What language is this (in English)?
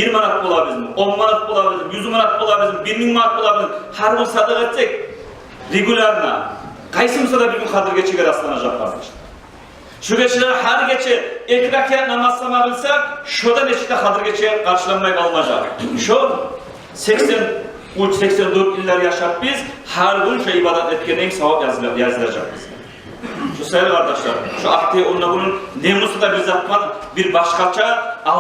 Kumyk